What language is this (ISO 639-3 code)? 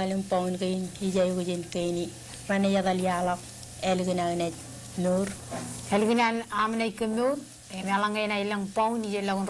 mah